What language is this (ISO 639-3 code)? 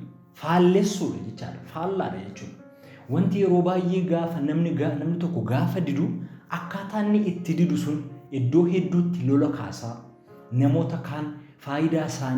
orm